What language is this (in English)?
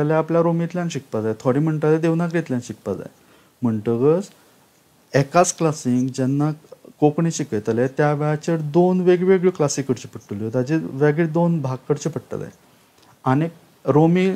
Konkani